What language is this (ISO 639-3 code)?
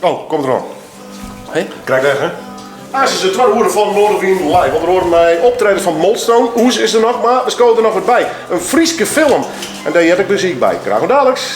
fry